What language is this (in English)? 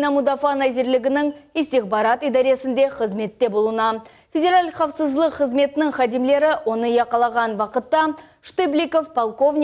Crimean Tatar